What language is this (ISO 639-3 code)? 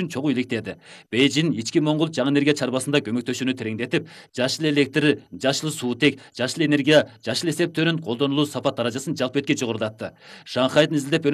kir